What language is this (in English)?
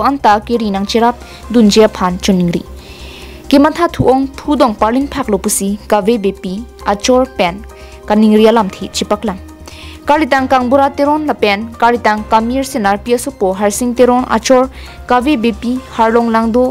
Karbi